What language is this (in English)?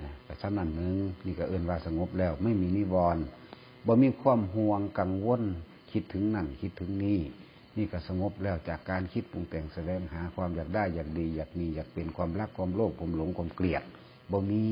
Northeastern Thai